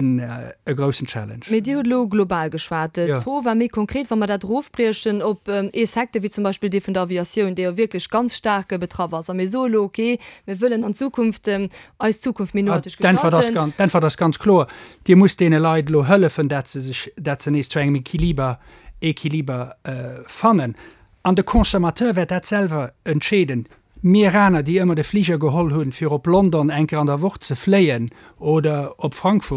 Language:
Luxembourgish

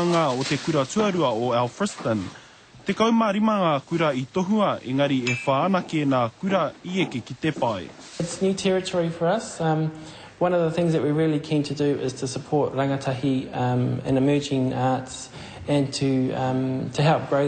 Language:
Māori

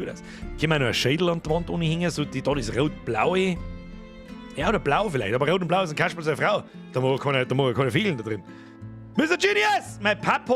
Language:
Bavarian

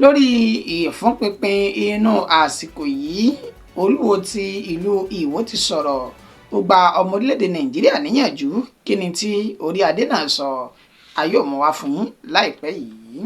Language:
Yoruba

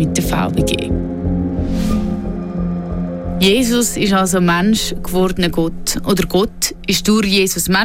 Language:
German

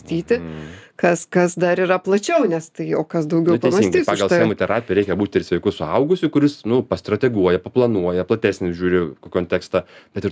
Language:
Lithuanian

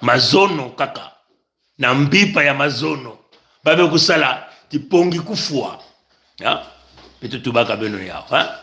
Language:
Kituba (Congo)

